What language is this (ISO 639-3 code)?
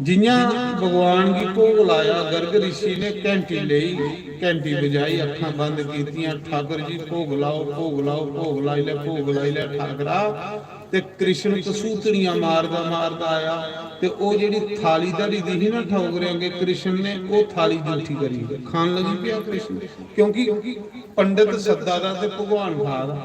doi